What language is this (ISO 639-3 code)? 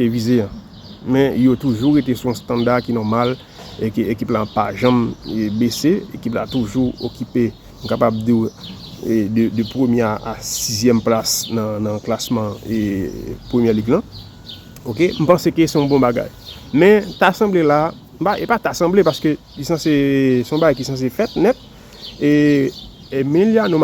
hat